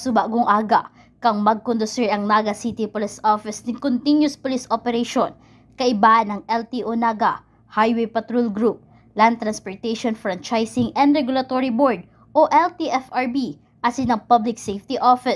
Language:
Bikol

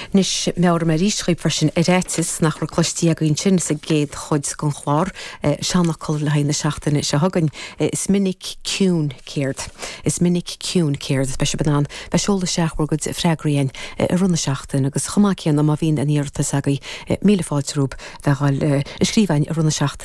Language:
Irish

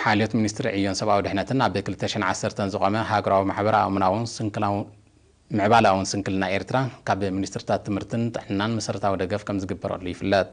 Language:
Tigrinya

